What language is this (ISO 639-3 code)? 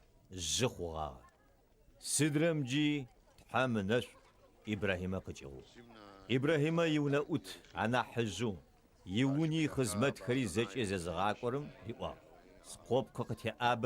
ady